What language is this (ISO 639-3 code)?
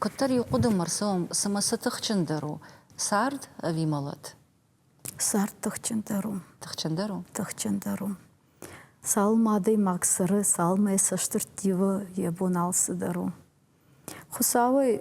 oss